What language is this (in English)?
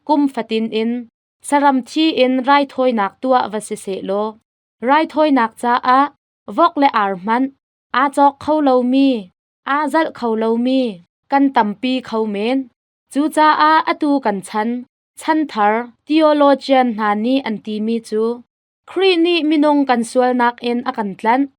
Hakha Chin